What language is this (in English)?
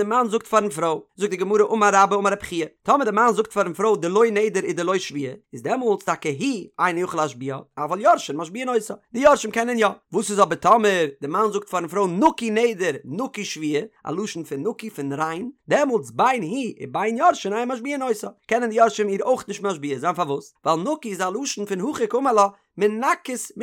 Yiddish